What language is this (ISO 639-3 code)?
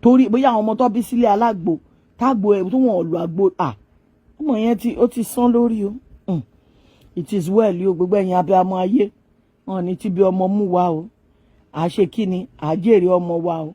yor